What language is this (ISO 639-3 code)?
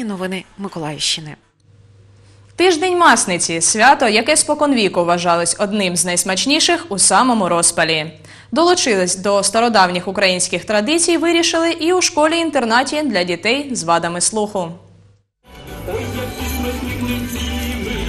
ukr